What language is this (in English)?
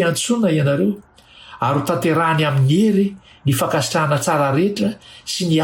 Malagasy